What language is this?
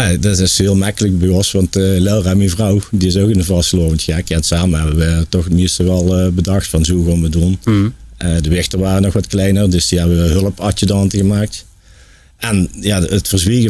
Limburgish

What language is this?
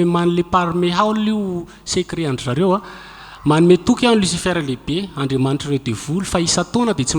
Malagasy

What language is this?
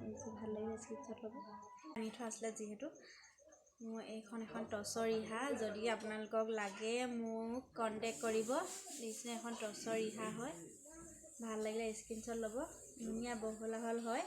Assamese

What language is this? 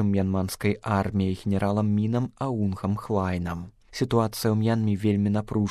Belarusian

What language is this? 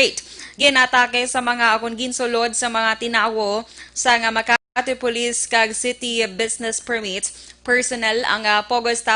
Hiligaynon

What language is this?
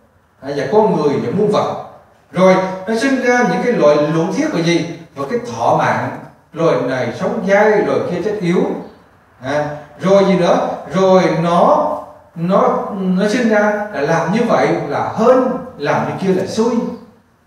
Vietnamese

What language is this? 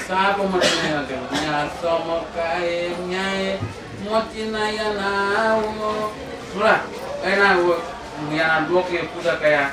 Newari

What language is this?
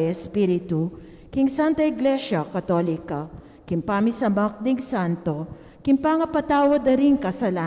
Pampanga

